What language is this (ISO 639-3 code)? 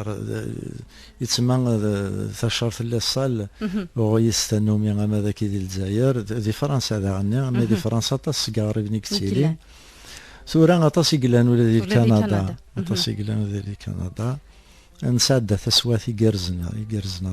kab